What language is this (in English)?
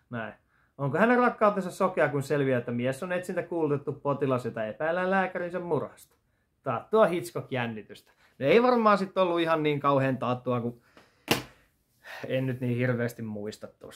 Finnish